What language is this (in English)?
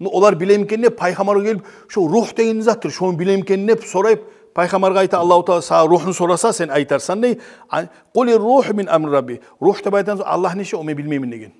Kumyk